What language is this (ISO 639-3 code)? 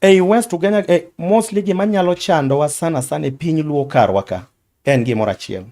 luo